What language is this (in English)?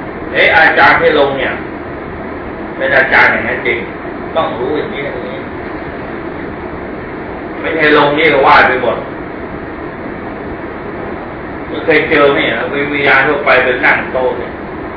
Thai